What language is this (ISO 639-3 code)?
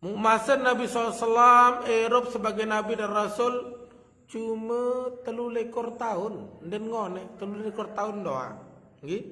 sas